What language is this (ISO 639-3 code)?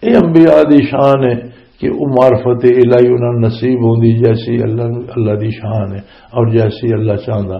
lah